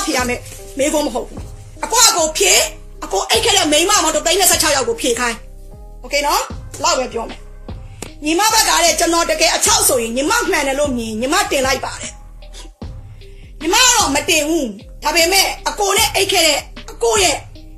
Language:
Burmese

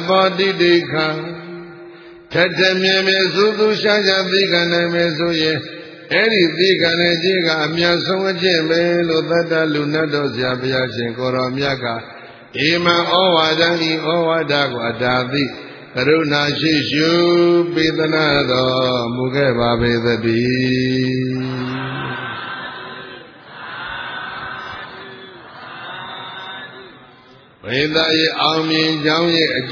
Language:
Burmese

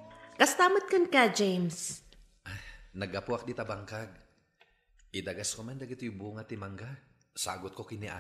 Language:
Iloko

